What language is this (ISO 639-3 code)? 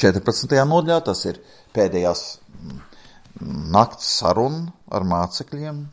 lav